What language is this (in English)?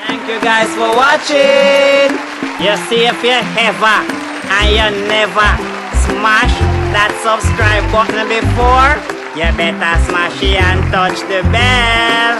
Jamaican Creole English